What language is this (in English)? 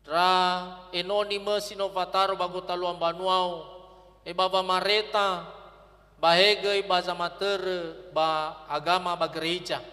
Nias